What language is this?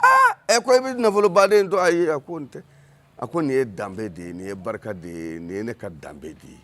Bambara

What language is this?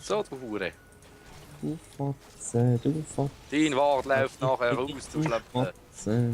Swiss German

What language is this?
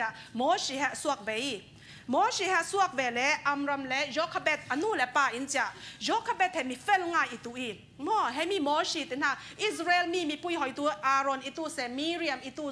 Falam Chin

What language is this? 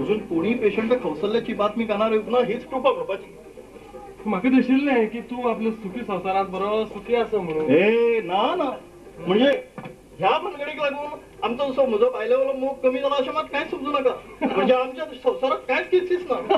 Konkani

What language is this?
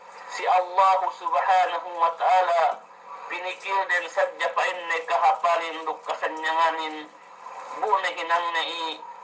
Yakan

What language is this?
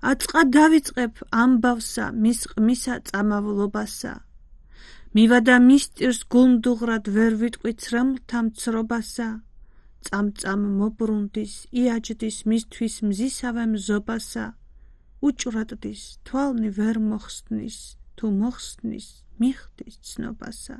Georgian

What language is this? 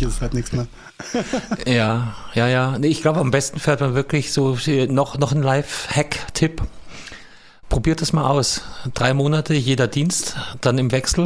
German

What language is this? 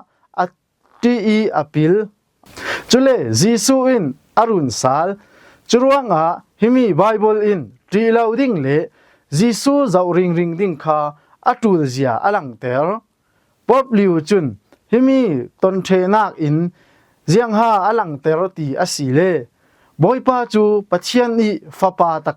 Falam Chin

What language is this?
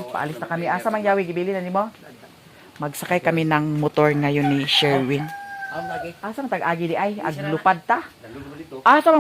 Cebuano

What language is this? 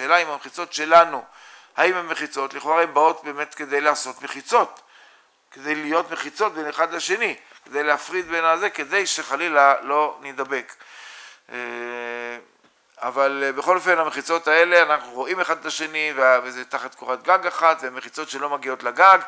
Hebrew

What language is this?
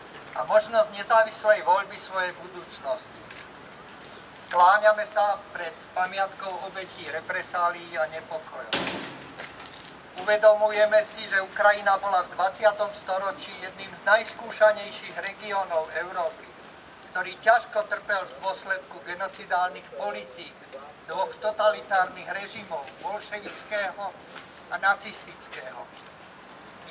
Slovak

